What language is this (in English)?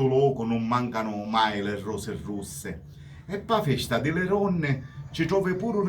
Sicilian